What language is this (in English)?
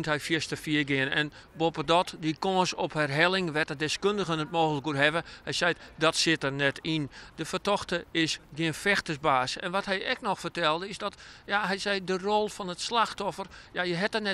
Western Frisian